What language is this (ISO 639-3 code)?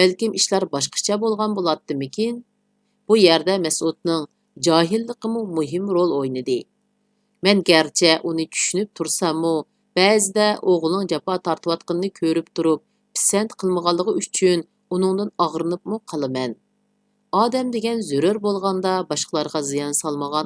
uig